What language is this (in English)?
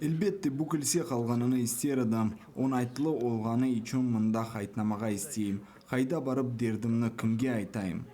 Crimean Tatar